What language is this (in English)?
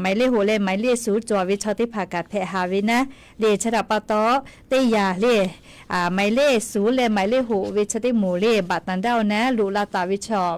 Lahu